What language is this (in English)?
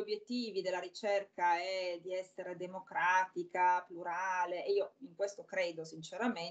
Italian